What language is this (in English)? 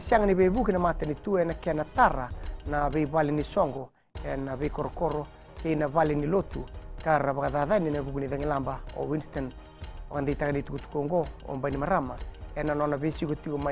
Fijian